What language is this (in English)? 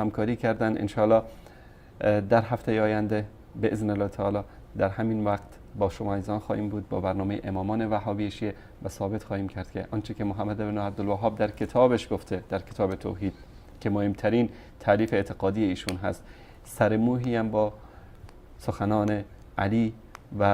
Persian